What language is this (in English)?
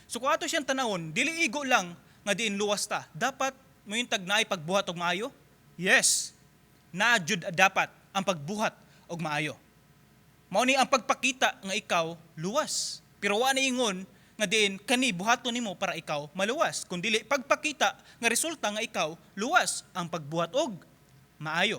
Cebuano